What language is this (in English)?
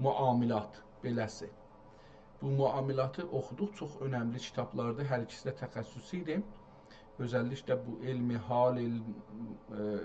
South Azerbaijani